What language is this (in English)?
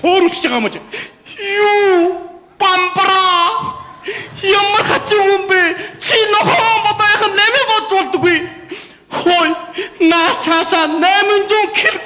Mongolian